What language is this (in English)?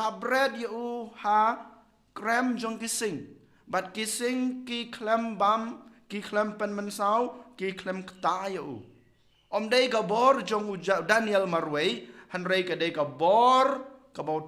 Khasi